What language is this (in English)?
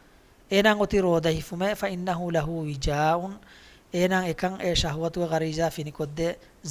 Divehi